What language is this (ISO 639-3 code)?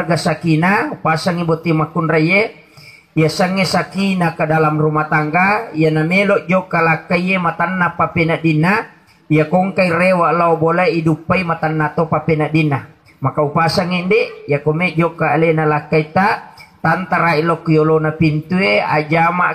bug